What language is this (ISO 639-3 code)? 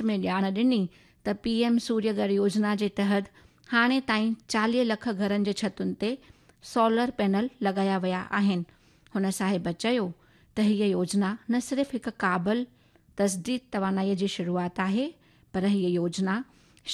snd